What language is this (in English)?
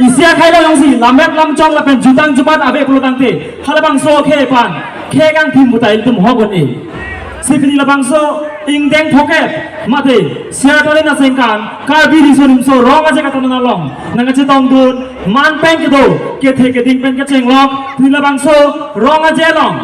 Karbi